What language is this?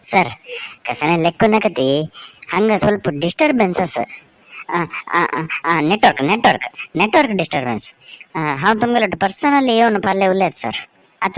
Konkani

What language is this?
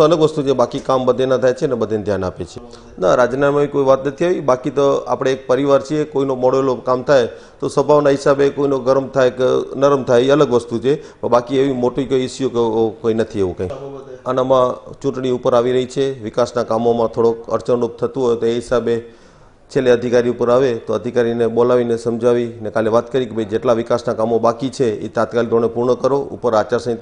Gujarati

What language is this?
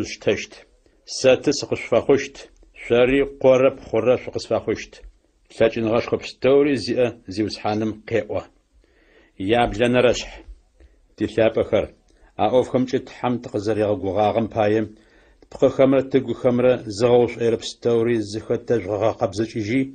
Adyghe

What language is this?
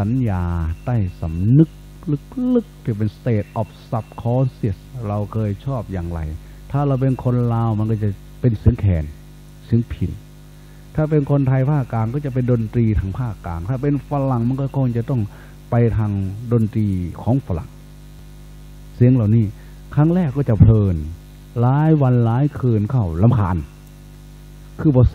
Thai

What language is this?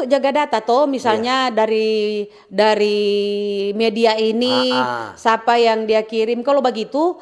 Manado Malay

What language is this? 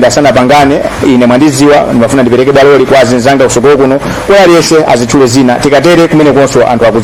Nyanja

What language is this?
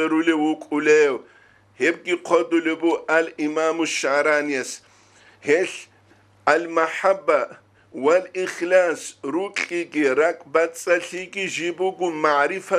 Avaric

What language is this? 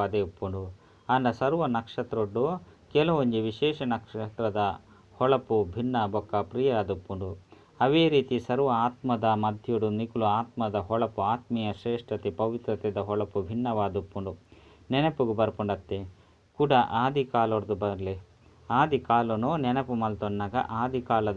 Tulu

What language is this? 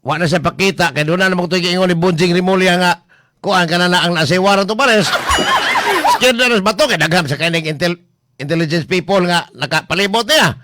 Cebuano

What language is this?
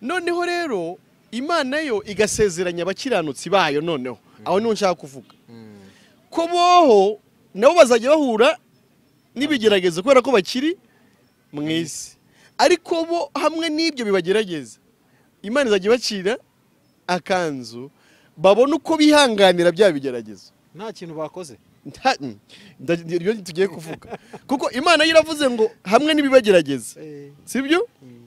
Kinyarwanda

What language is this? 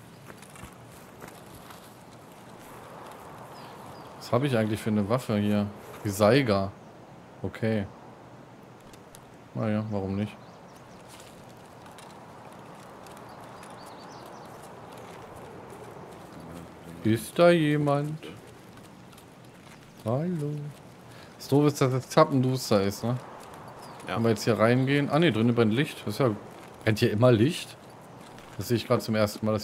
German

